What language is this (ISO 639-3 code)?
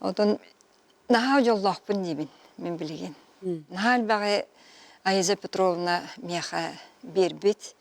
sah